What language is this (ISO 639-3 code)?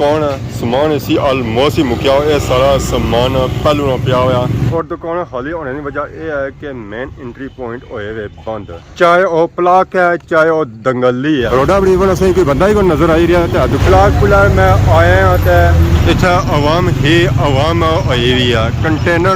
phr